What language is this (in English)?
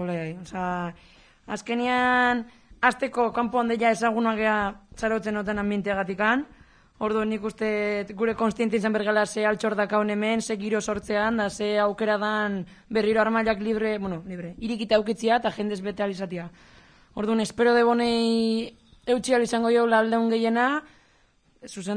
Basque